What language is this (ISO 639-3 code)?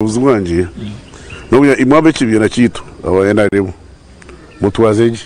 nyn